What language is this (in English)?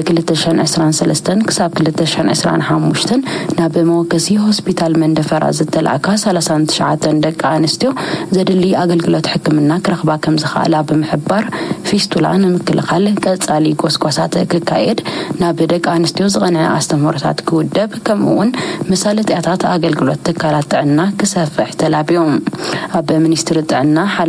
Tigrinya